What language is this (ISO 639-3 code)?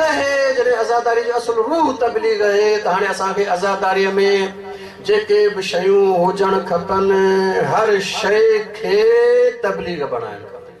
snd